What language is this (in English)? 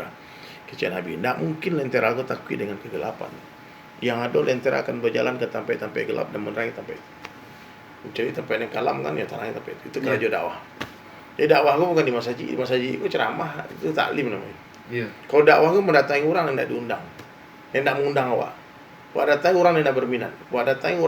Minangkabau